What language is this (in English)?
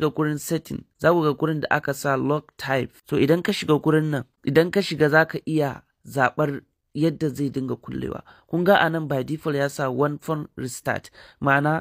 Hausa